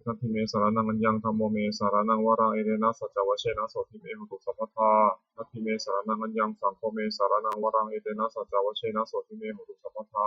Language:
Pali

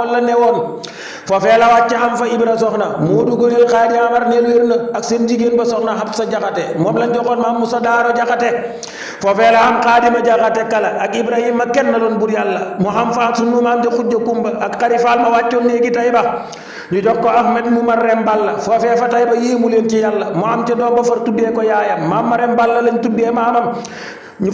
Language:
Wolof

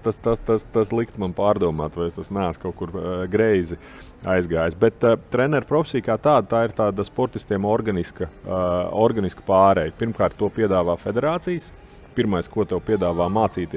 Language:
Latvian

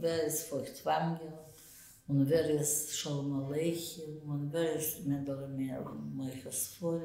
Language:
Yiddish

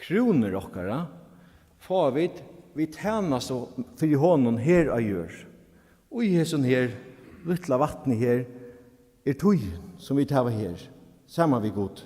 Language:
Faroese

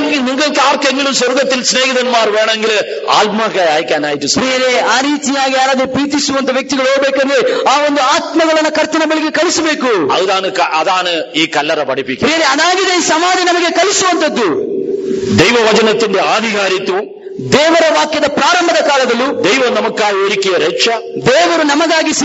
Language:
Malayalam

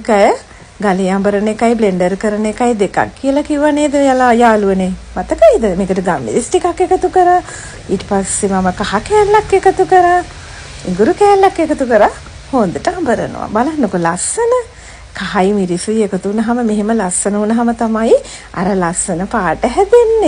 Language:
Sinhala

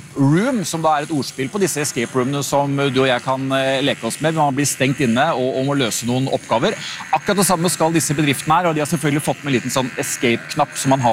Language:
Norwegian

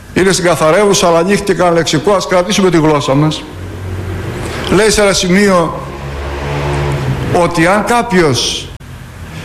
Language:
Greek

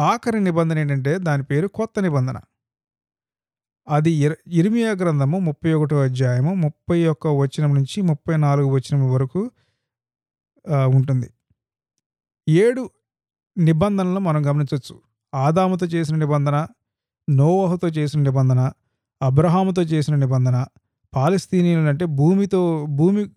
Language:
Telugu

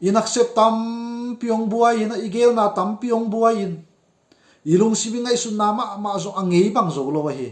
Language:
Tedim Chin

